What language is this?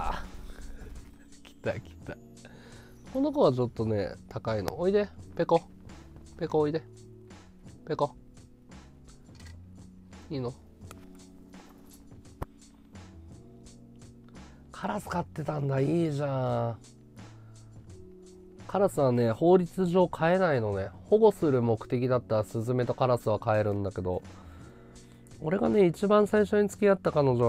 Japanese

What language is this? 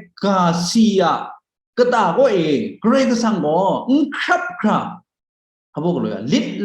Kachin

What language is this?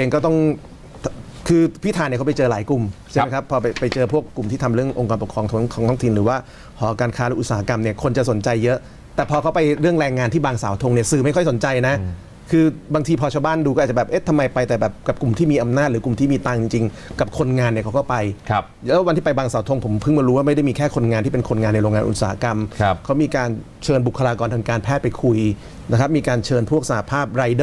Thai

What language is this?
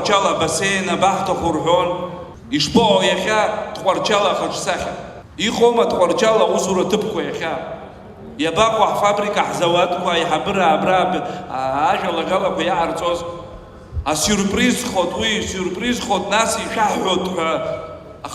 Abkhazian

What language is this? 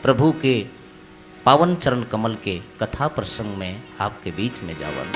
Chhattisgarhi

